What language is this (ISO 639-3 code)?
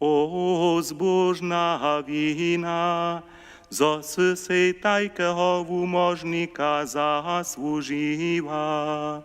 hsb